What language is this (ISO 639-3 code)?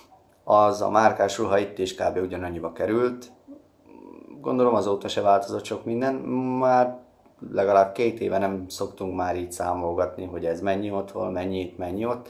hun